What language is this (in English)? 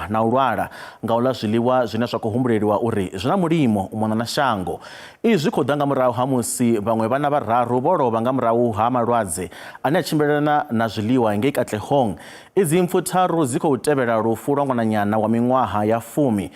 Venda